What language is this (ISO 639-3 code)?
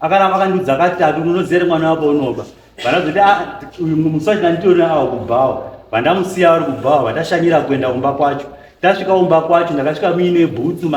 sna